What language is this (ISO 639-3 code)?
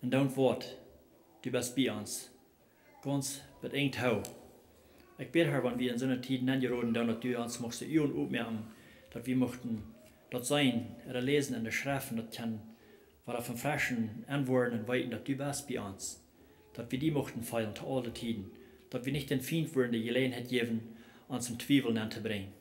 pdt